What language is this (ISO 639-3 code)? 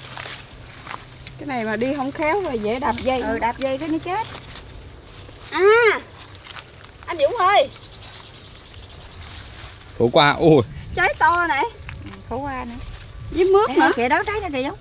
vie